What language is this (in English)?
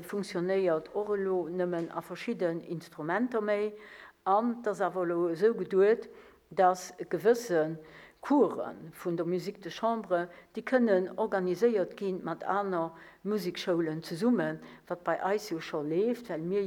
Luxembourgish